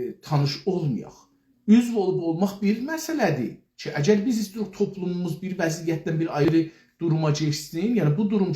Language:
South Azerbaijani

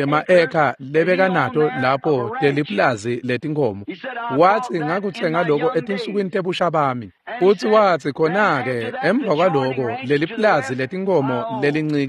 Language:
Swati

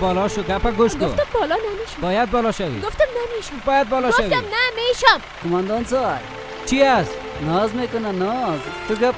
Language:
Persian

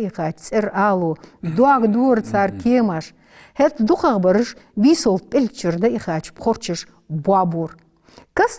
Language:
Ingush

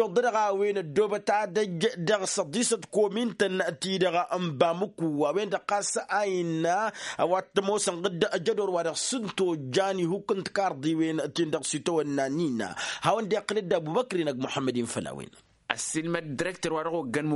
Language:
Tamasheq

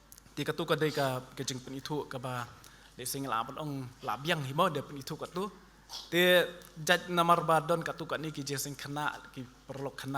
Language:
Khasi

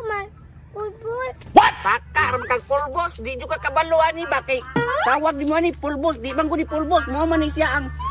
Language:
Cebuano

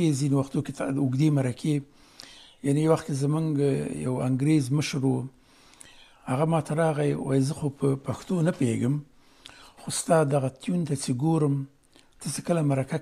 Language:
Pashto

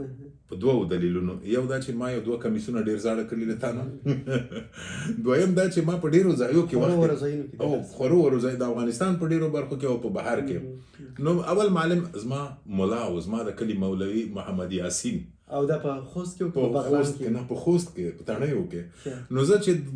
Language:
Pashto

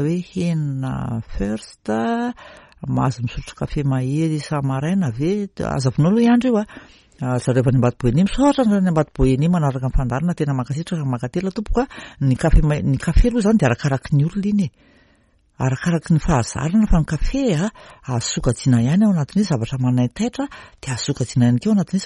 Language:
Malagasy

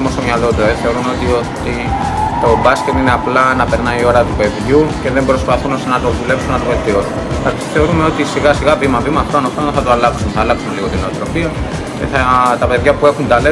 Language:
Greek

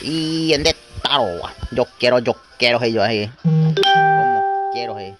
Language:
Guarani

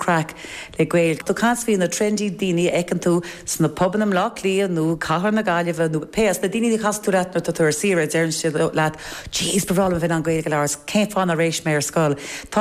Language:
Irish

